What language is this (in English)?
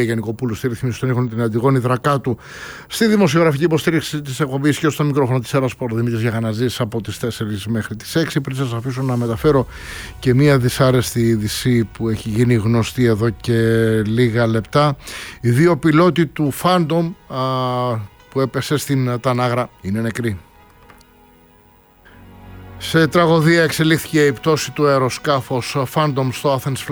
Greek